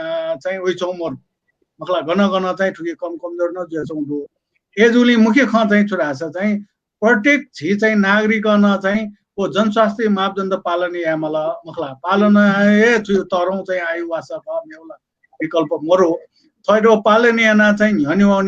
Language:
Newari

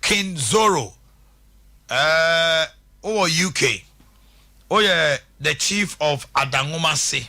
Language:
Akan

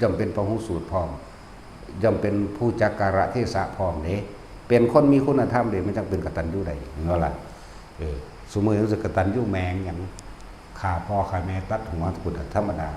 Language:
Northeastern Thai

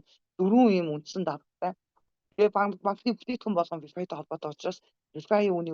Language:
Mongolian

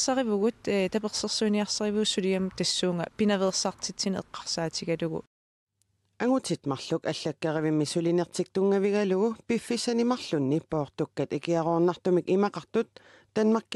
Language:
Kalaallisut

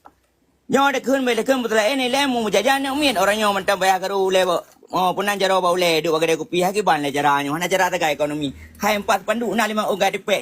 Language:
Achinese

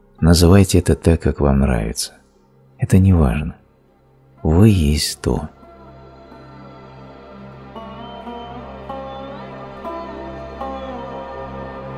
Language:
Russian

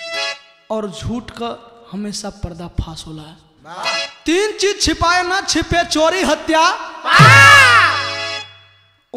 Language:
Bhojpuri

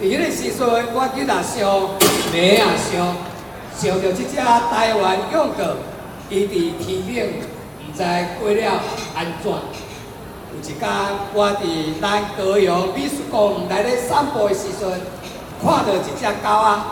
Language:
Min Nan Chinese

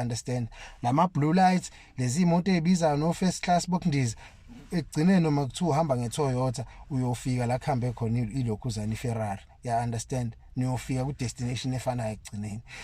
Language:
Zulu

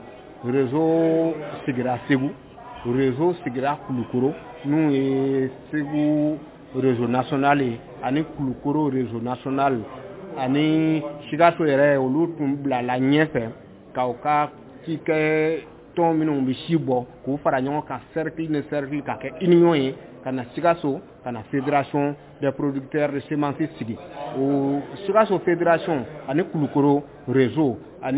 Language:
Bambara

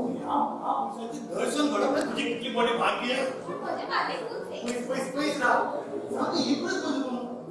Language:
Konkani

